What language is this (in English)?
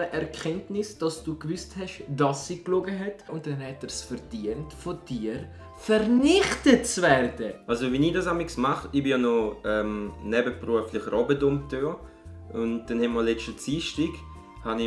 Swiss German